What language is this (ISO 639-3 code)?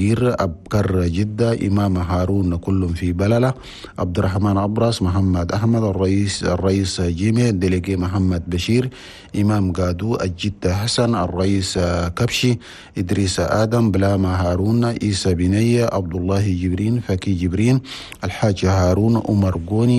shu